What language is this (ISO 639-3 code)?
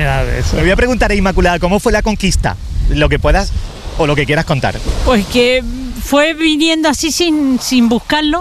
spa